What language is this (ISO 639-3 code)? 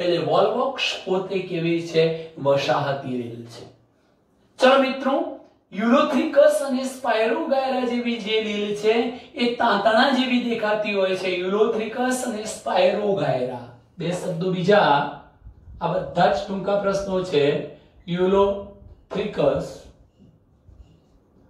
guj